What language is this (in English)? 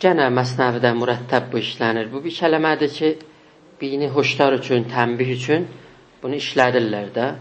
South Azerbaijani